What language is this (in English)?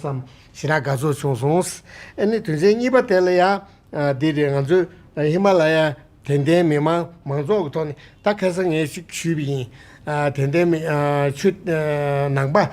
Tibetan